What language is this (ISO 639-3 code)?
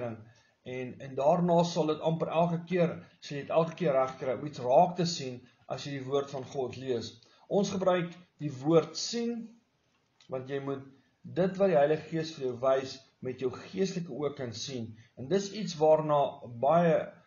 afr